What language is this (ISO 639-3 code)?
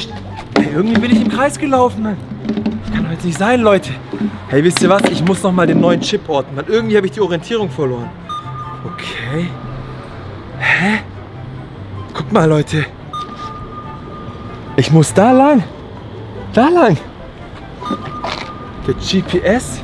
deu